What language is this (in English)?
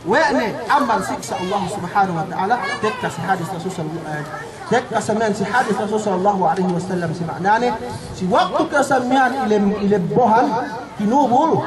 Yakan